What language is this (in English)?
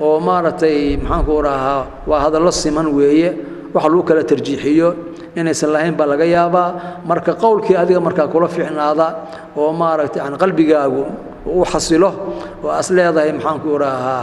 Somali